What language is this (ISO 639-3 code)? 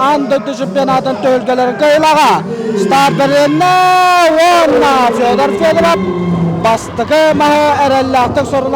sah